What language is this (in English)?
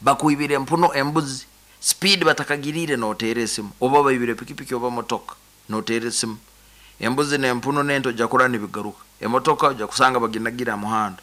Nyoro